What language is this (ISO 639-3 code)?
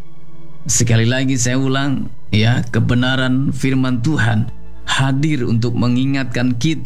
ind